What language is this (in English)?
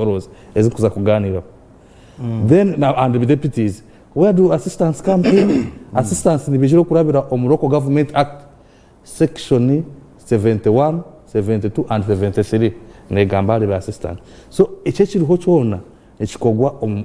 Nyankole